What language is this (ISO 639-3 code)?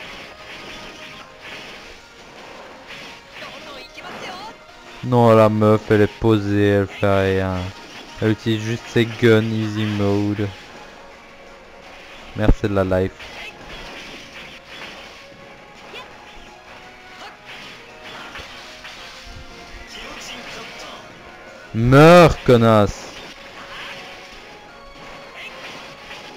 fra